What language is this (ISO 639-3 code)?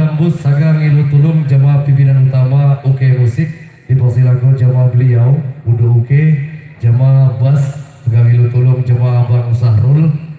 ljp